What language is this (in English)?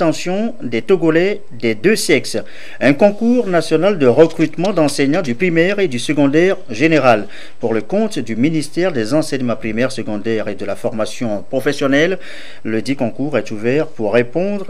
French